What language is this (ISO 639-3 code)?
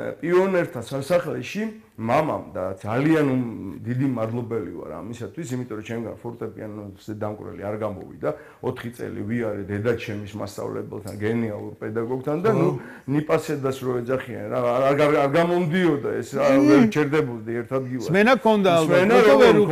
kat